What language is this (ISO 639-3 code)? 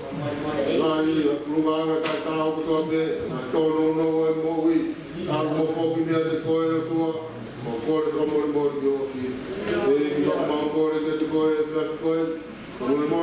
ton